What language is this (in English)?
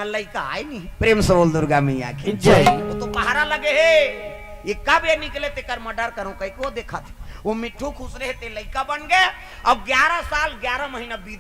Chhattisgarhi